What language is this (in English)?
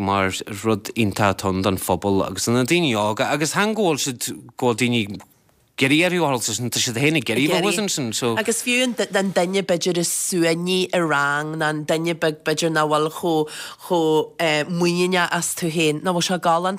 Irish